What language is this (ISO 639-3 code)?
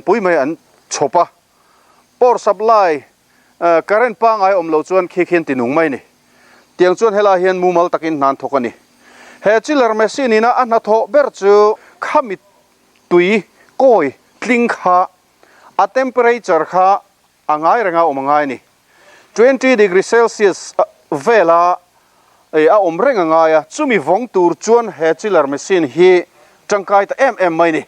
lus